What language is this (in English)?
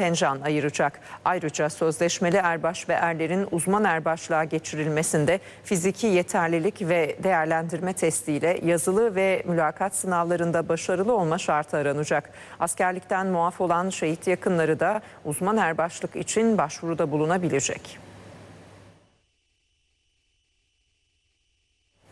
Turkish